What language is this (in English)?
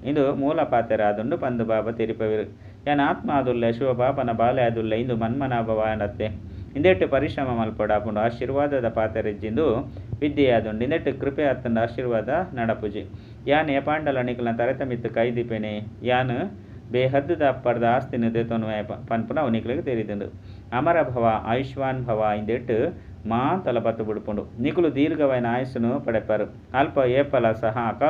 Tulu